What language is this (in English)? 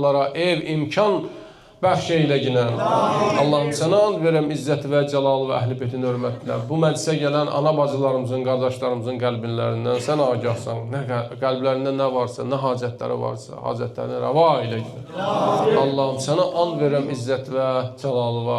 Azerbaijani